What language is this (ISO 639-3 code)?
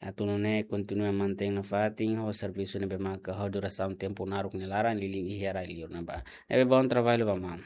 tet